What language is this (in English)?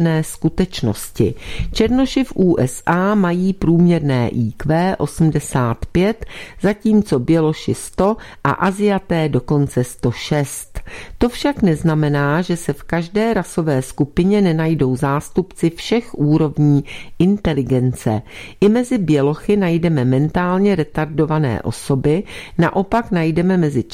Czech